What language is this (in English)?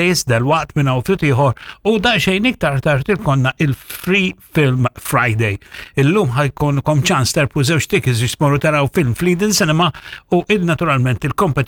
Maltese